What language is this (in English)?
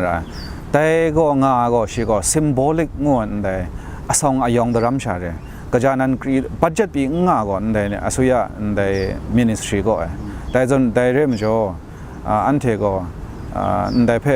Kachin